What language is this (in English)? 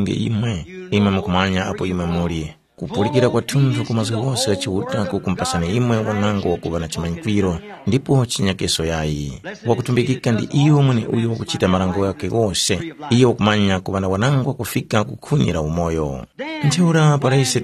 Tumbuka